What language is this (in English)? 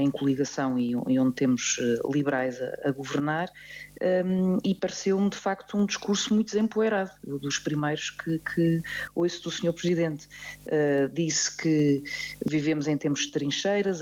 Portuguese